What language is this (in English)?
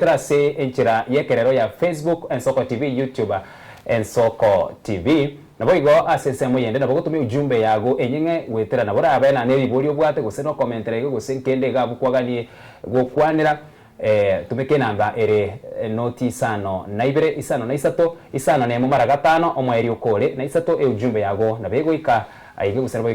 Gusii